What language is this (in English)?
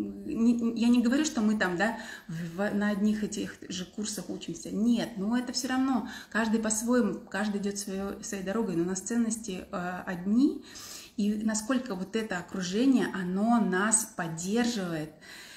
Russian